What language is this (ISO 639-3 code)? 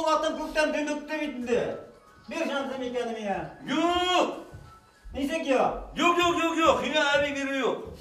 bak